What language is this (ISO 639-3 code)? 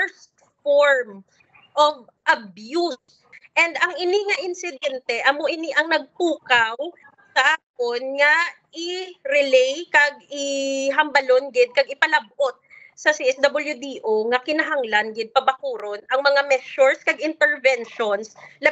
hil